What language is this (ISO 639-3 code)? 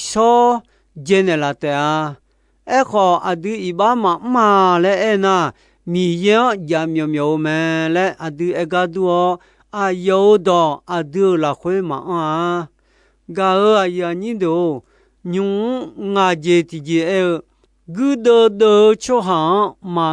ahk